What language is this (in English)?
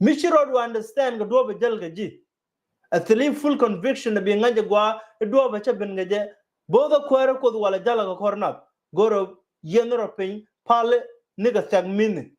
Nuer